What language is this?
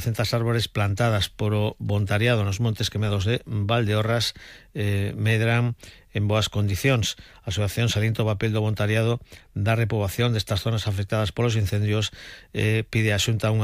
Galician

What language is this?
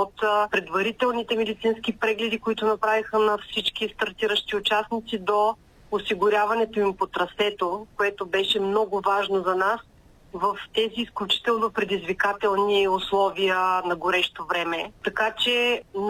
Bulgarian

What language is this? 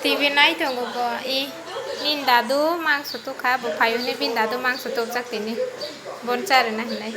Kok Borok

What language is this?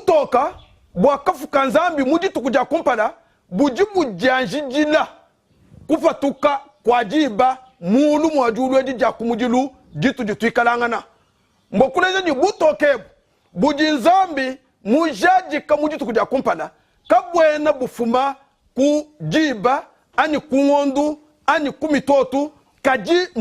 Luba-Lulua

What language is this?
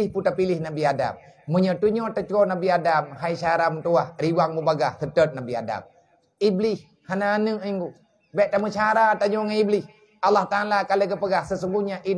Achinese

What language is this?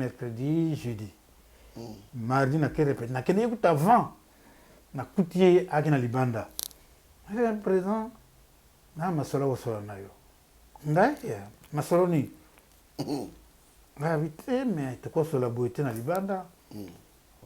Lingala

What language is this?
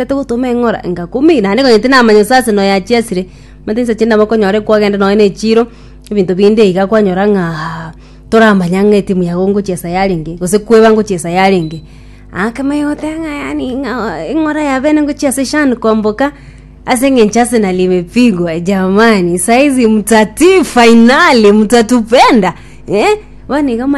Gusii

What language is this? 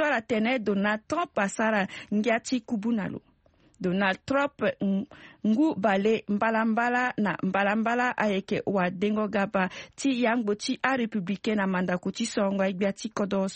Sango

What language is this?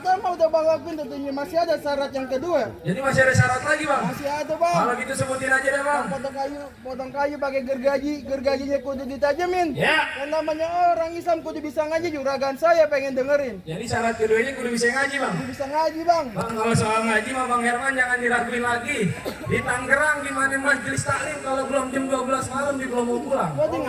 Betawi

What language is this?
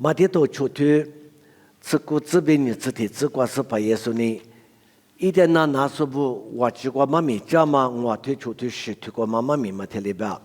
Lisu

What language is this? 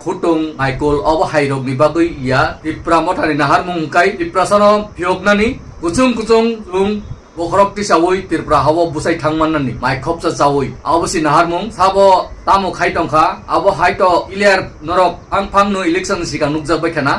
Kok Borok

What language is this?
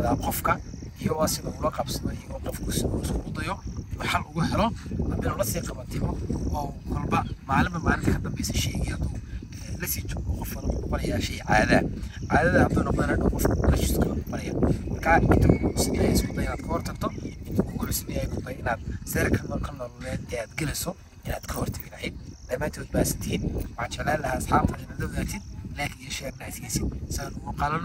Somali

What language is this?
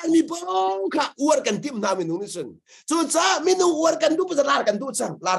Hakha Chin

